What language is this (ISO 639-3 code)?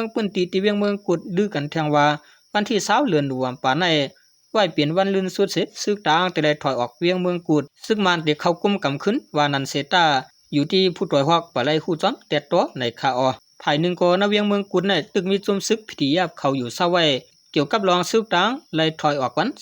shn